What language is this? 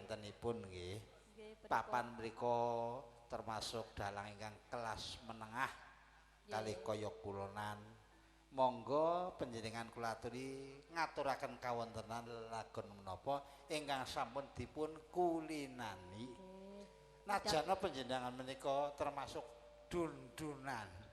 Javanese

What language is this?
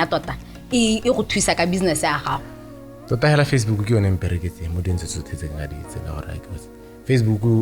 Tswana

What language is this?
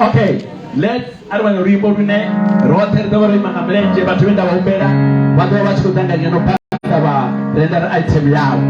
Venda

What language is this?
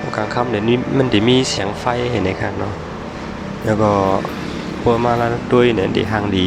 Shan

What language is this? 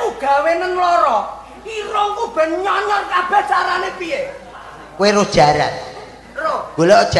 Javanese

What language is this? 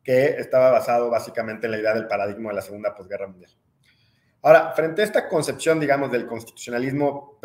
Spanish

